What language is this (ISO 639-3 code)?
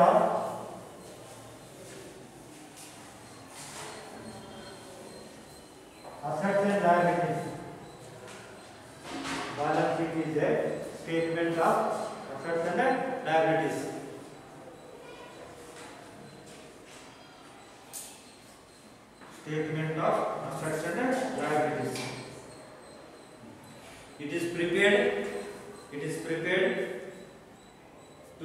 kan